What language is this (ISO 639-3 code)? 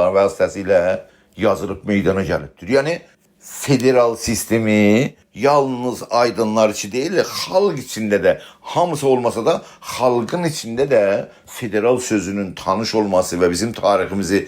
azb